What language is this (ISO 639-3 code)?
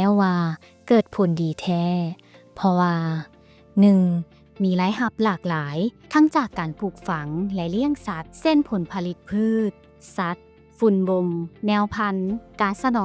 lao